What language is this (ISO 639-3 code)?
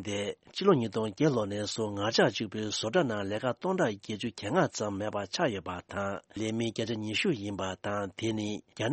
bod